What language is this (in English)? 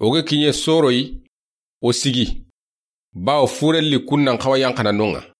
Soninke